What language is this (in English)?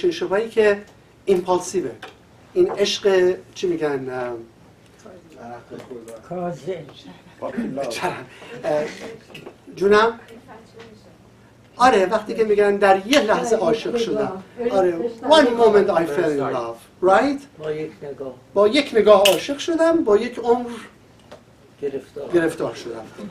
Persian